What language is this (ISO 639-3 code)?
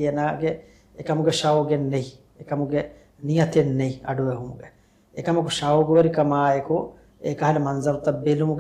div